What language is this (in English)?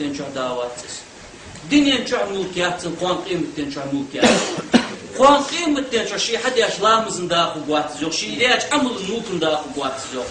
Ingush